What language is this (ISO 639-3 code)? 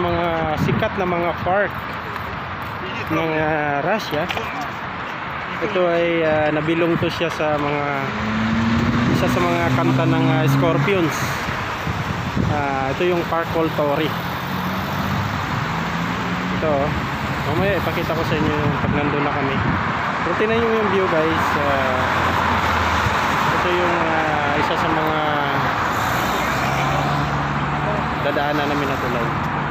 fil